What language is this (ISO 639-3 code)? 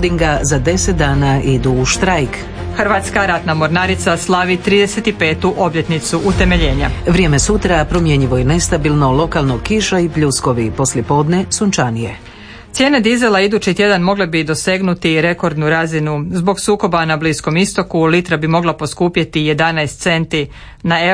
hrv